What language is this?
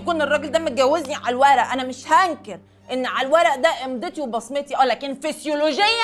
Egyptian Arabic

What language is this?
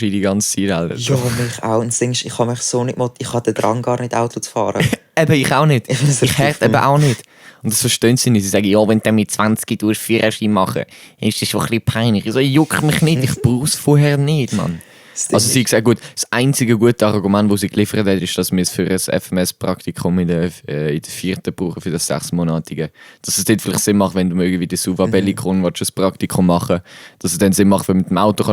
Swiss German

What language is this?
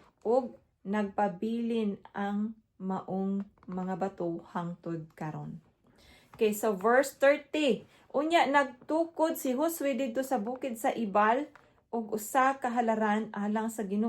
Cebuano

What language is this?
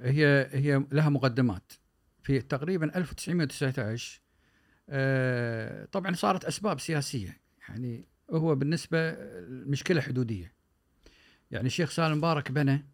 Gulf Arabic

